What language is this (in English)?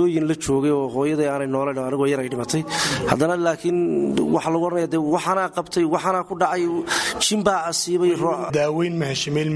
Somali